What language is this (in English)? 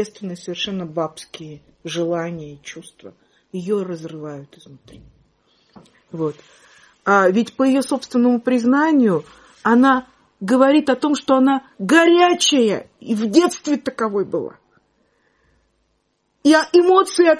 Russian